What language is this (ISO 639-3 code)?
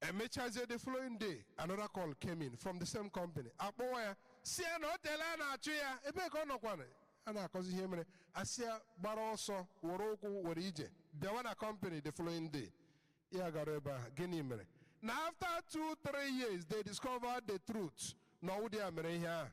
ibo